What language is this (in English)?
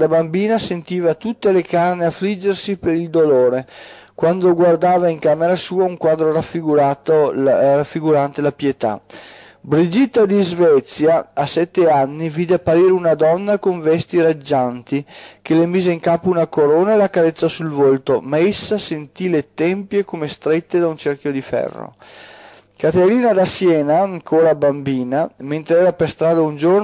Italian